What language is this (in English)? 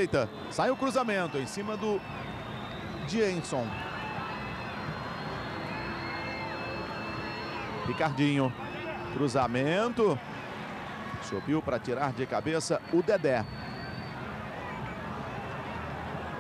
Portuguese